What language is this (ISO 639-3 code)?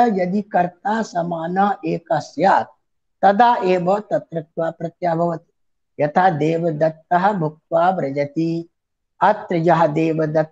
san